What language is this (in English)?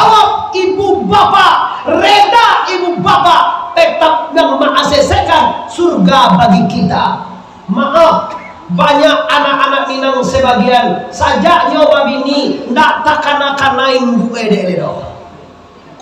Minangkabau